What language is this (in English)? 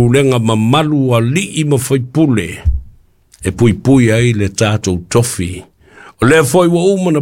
Samoan